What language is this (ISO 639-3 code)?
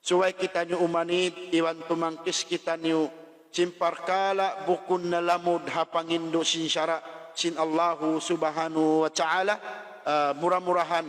tsg